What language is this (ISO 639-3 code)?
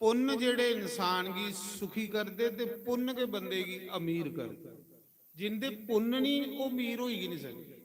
doi